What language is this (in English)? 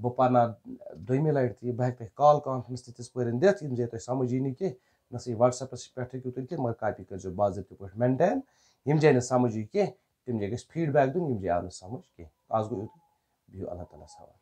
Kashmiri